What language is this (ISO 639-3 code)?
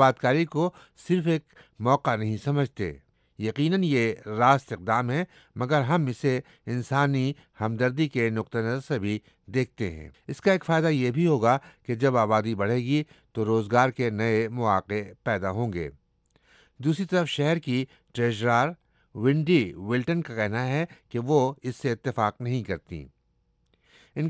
urd